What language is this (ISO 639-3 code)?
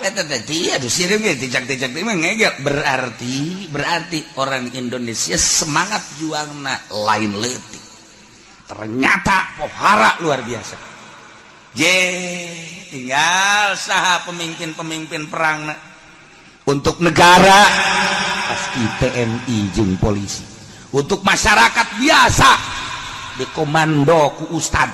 sun